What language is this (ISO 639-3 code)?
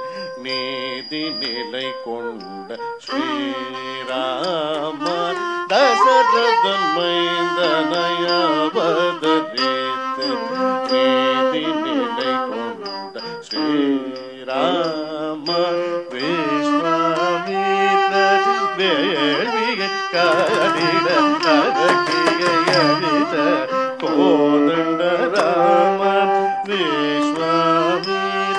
tam